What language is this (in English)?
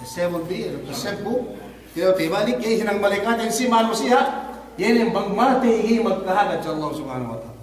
Yakan